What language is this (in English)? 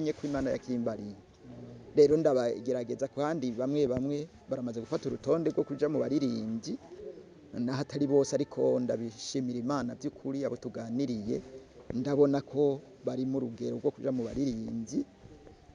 Rundi